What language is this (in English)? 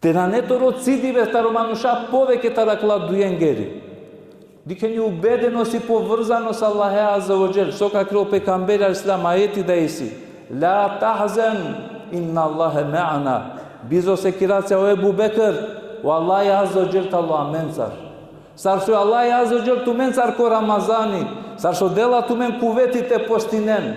Balkan Romani